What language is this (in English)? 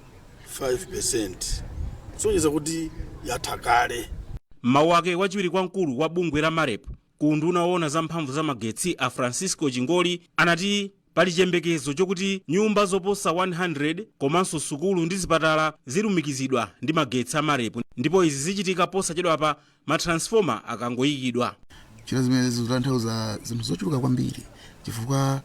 Nyanja